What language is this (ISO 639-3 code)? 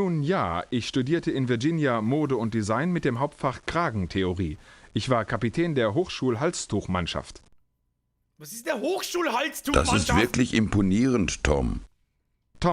bar